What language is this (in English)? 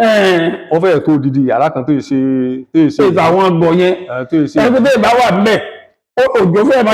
Yoruba